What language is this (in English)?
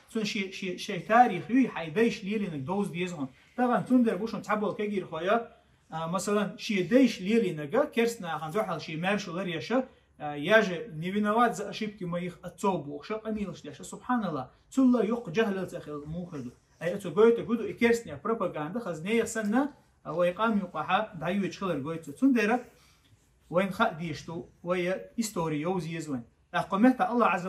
Chechen